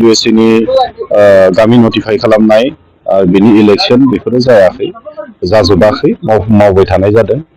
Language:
Bodo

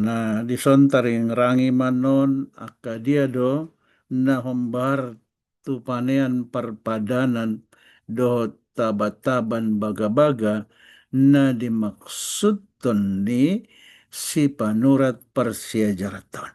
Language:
Batak Toba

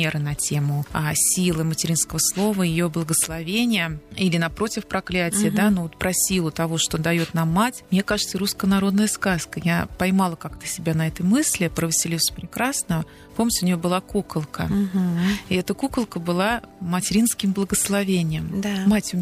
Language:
Russian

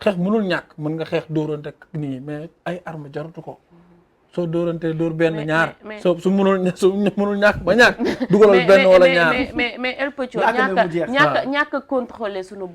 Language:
Wolof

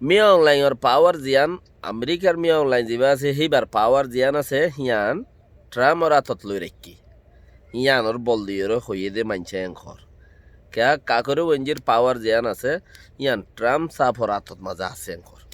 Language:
Rohingya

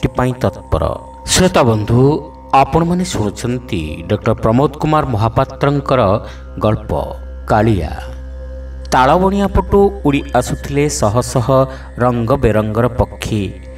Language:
Odia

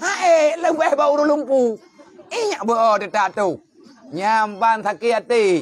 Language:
Achinese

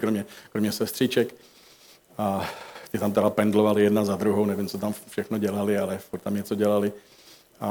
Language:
Czech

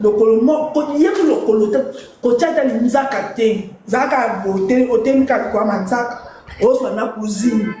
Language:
Lingala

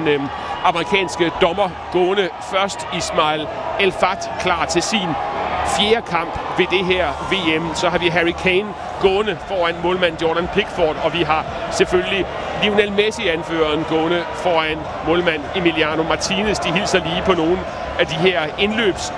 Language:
Danish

